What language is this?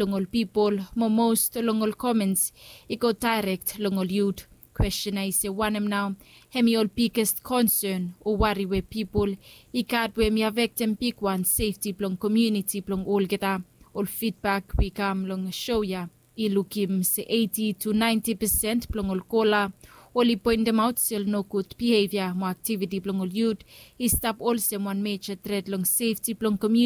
Bislama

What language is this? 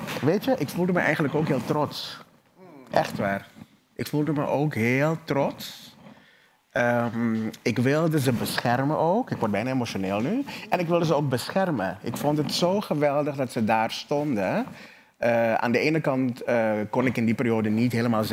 Dutch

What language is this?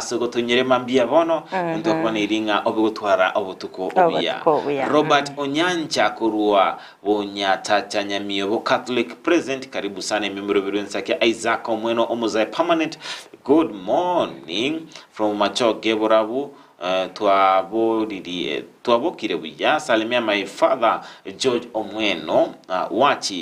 Gusii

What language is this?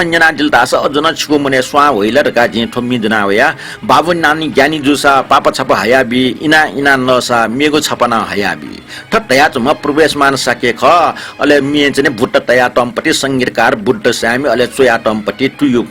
Newari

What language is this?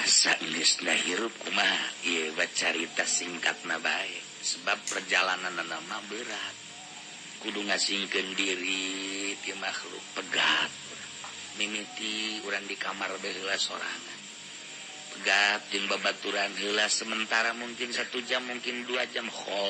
Sundanese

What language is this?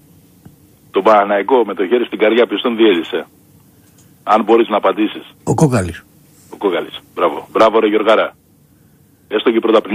Greek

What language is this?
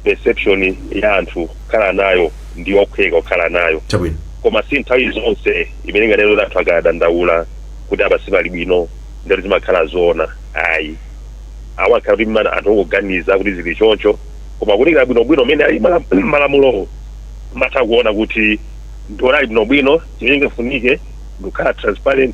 Nyanja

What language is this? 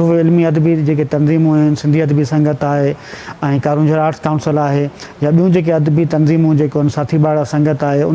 Sindhi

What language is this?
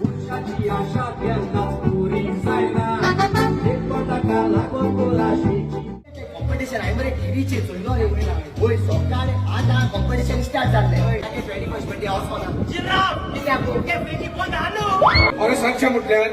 Konkani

